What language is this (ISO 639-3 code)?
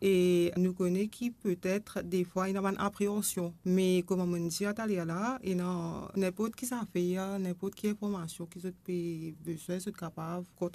mfe